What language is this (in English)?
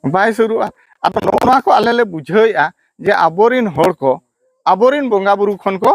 Santali